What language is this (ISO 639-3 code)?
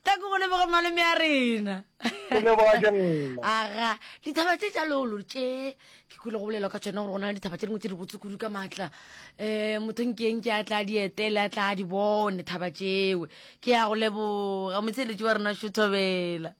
nso